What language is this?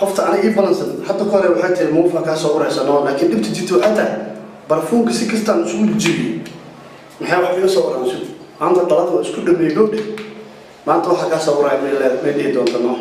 Somali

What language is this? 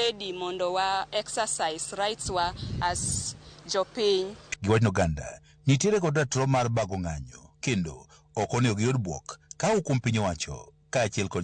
Luo (Kenya and Tanzania)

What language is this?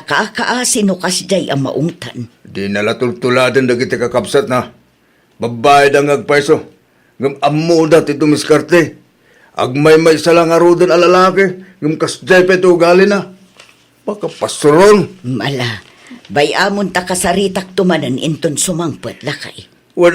Iloko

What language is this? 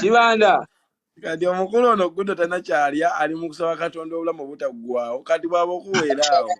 Ganda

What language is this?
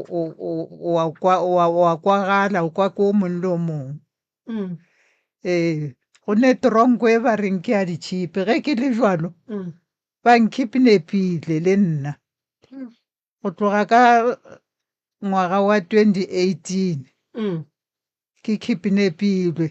Northern Sotho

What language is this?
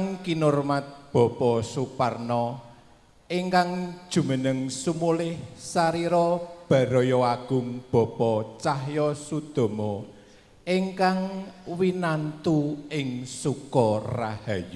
Javanese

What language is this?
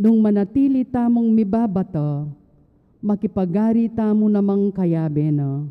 Pampanga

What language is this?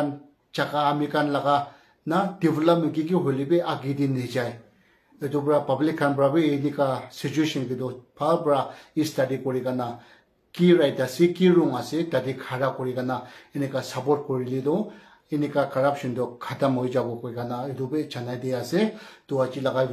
Naga Pidgin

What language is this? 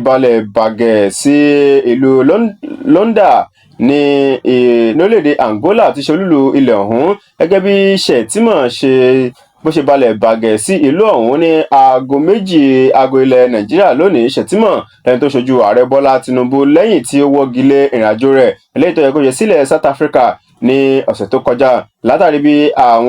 Yoruba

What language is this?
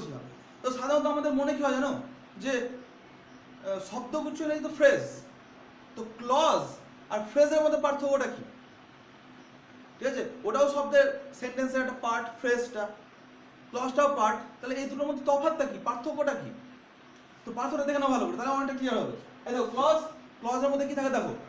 Bangla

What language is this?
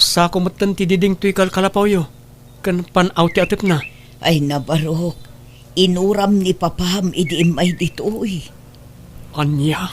Iloko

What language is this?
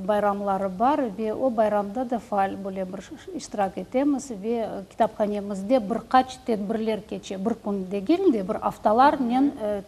Crimean Tatar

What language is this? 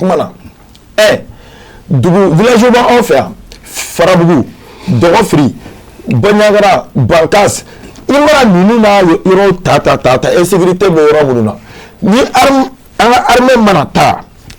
Bambara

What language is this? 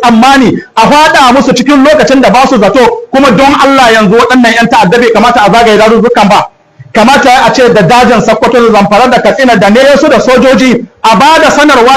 Hausa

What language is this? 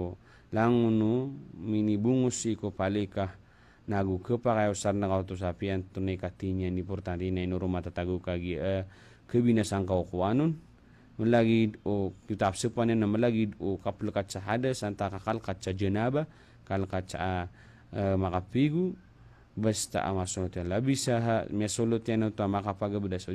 Maranao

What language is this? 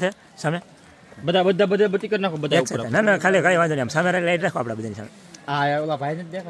Gujarati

